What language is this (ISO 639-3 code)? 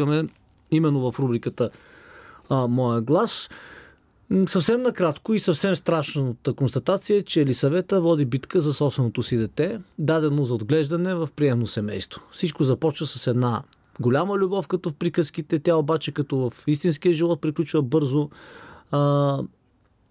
bul